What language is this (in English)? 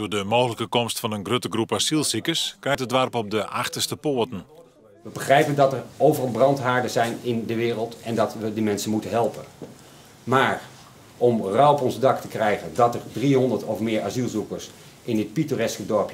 Western Frisian